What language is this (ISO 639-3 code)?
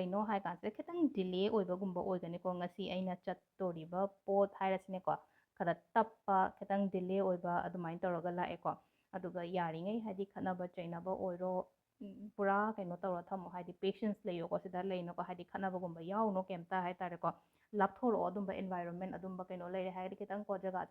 mni